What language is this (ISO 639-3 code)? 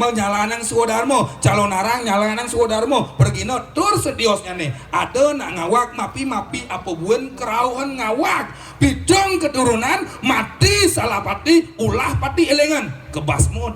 ban